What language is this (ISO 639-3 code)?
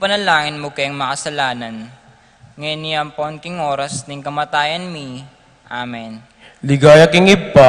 pam